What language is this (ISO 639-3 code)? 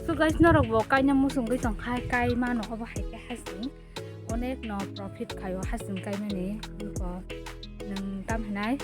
trp